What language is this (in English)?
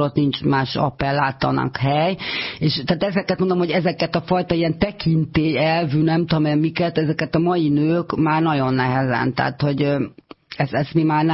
Hungarian